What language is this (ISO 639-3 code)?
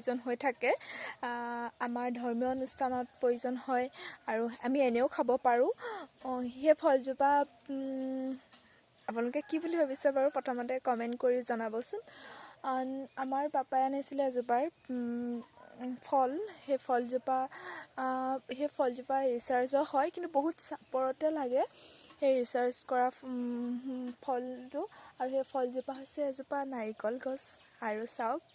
asm